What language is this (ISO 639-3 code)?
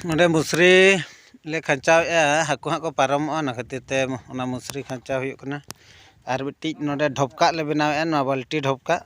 sat